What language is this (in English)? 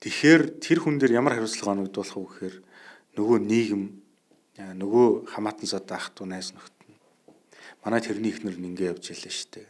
Mongolian